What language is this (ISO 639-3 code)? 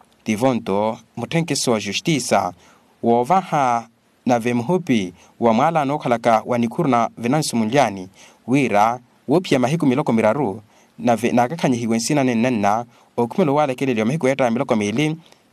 vmw